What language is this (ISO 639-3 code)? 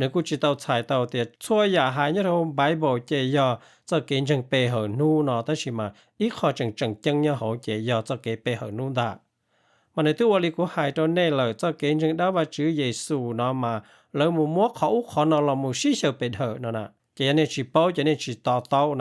hmn